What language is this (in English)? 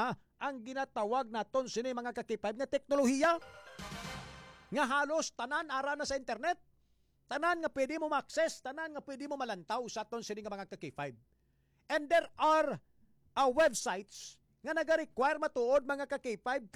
Hiligaynon